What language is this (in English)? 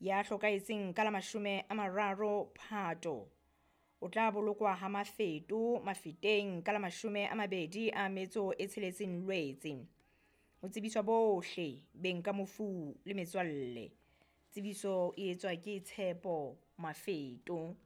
Southern Sotho